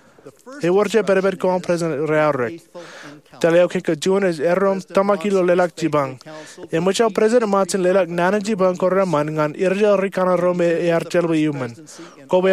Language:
Marshallese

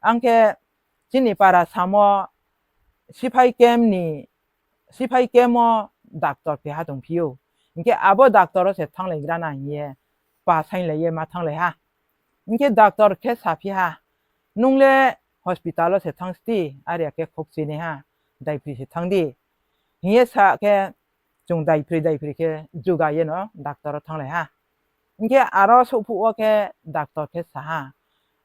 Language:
Riang (India)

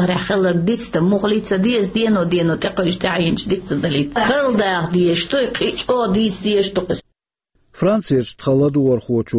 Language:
Chechen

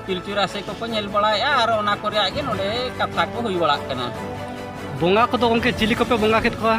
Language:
Santali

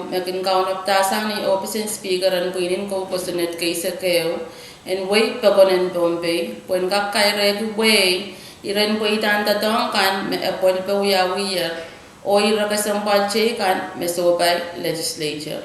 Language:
Pohnpeian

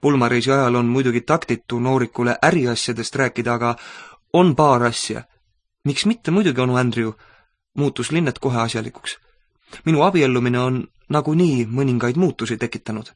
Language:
Estonian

